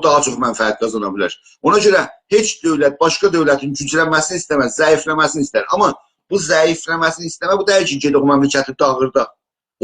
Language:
South Azerbaijani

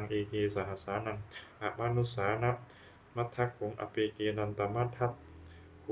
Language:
Pali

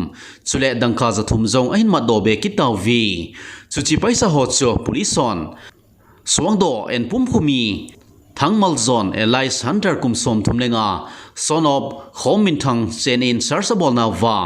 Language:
Thado Chin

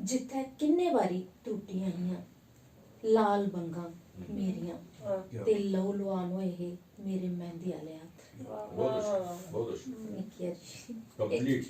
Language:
Dogri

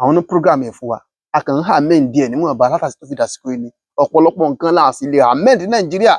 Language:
Yoruba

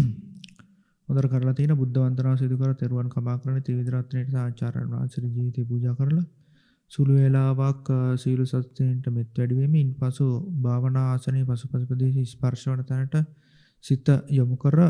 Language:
Sinhala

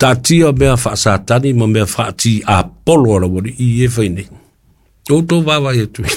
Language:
Samoan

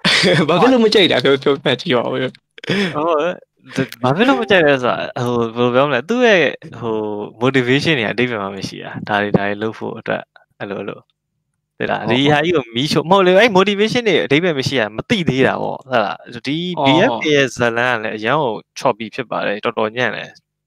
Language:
Burmese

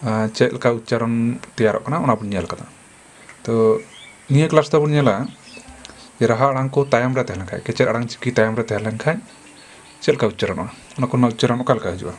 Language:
Santali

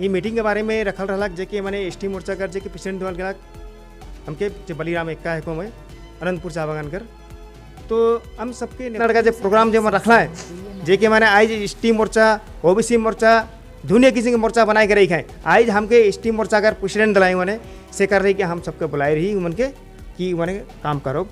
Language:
Sadri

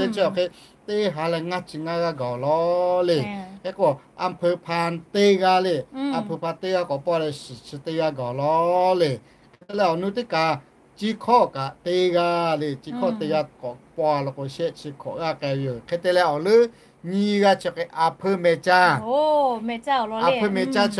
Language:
Lahu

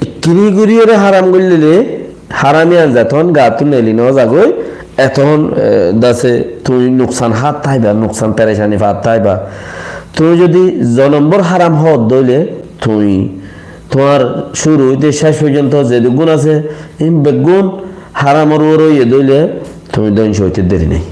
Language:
Rohingya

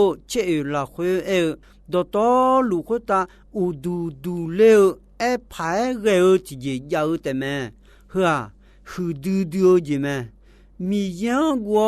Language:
Akha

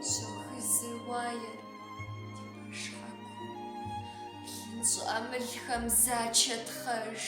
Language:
Kabardian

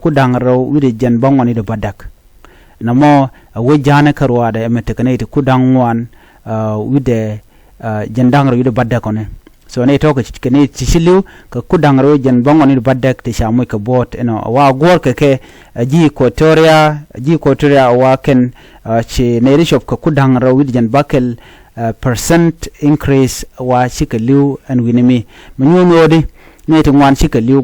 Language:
Nuer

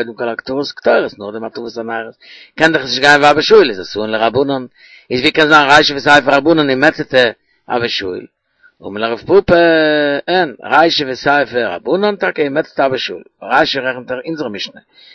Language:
Yiddish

